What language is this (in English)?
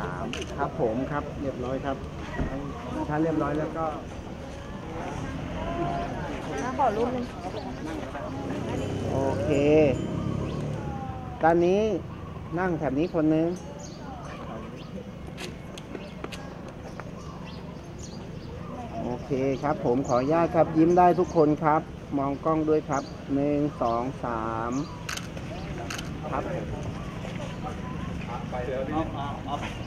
Thai